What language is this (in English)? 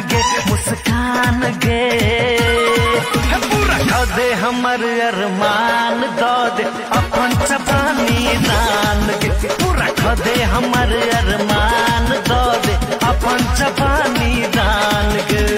Bhojpuri